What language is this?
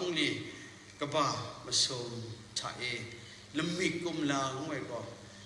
Kachin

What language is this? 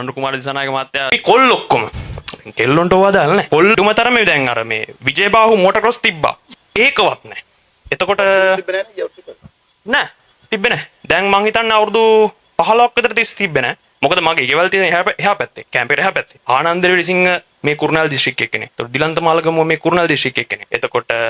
Sinhala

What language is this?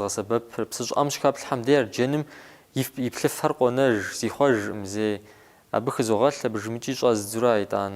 Kabardian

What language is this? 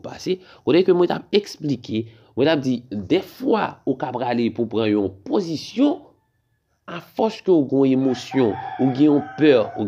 Haitian Creole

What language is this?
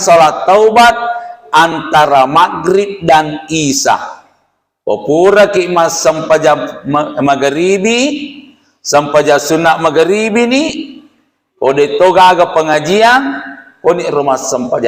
Buginese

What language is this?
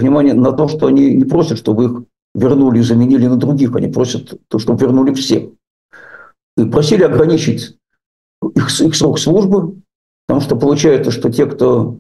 Russian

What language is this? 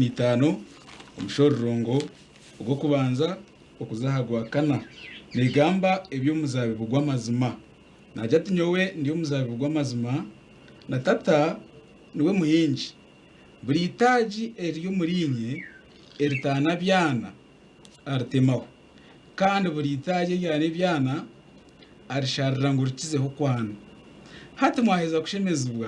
Nyankole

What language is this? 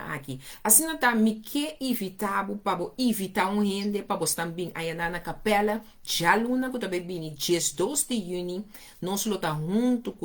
Papiamento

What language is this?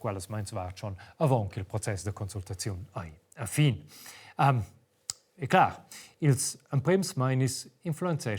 Romansh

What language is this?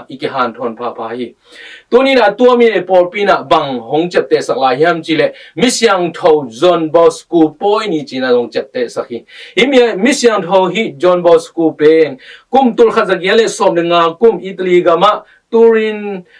Tedim Chin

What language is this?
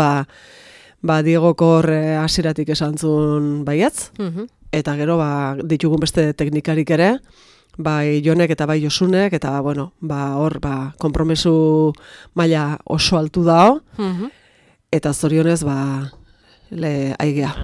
Basque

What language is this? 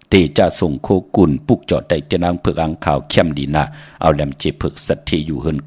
Shan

